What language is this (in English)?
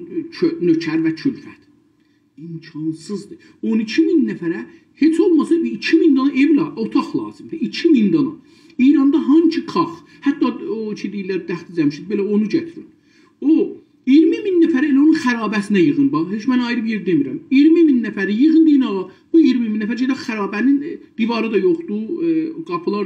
South Azerbaijani